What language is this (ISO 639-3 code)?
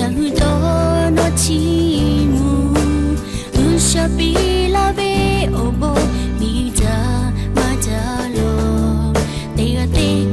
lhu